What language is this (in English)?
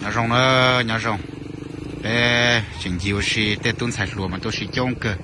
Hmong